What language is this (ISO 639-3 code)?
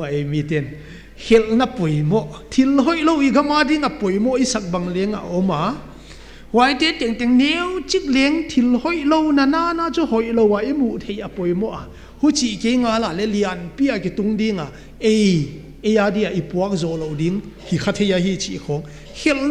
pck